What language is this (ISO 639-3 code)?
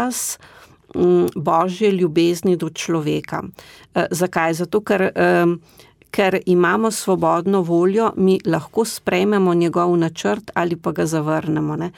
slv